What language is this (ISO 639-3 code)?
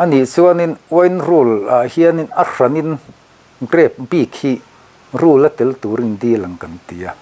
lus